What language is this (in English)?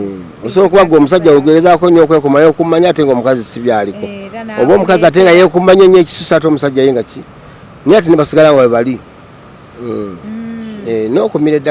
Ganda